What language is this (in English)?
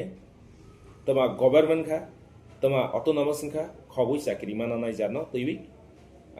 Kok Borok